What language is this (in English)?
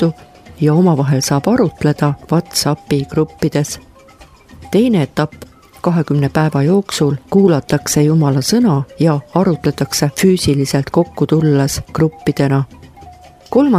Estonian